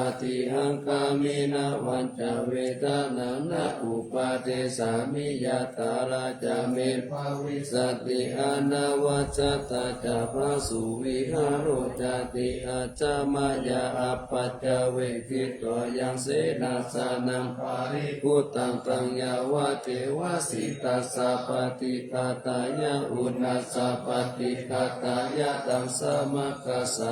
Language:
Pali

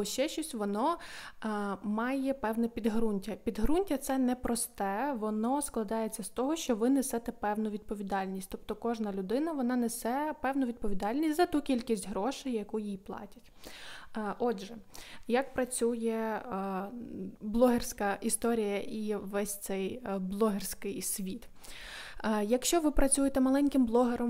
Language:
Ukrainian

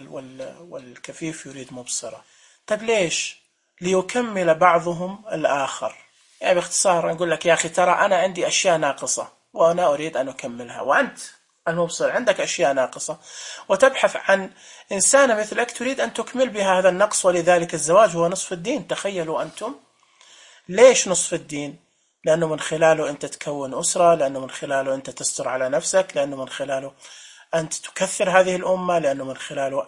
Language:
Najdi Arabic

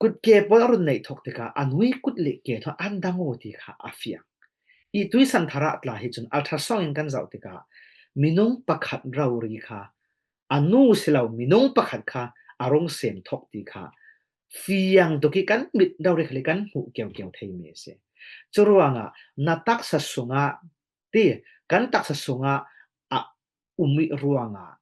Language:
Falam Chin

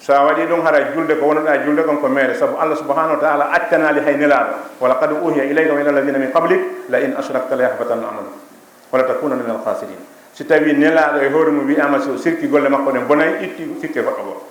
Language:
Fula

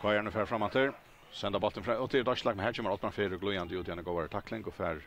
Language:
Faroese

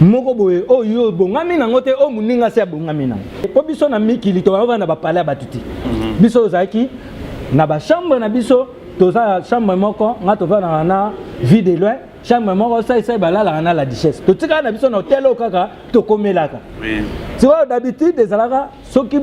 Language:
Lingala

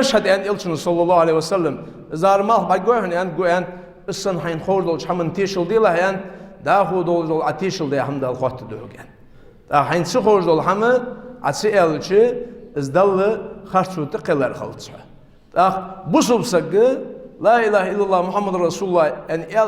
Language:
Ingush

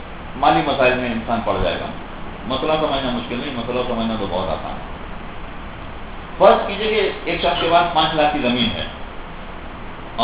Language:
Urdu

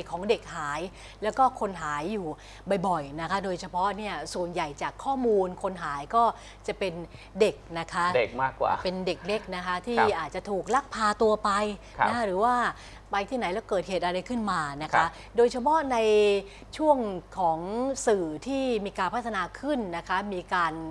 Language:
Thai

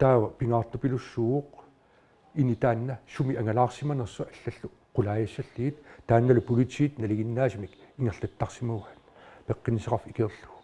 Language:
Kalaallisut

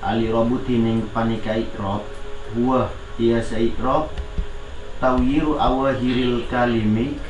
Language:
Madurese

